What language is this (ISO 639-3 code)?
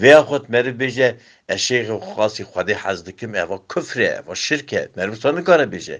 kur